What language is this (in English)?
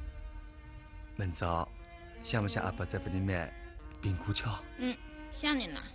Wu Chinese